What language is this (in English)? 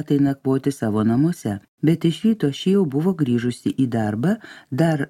Lithuanian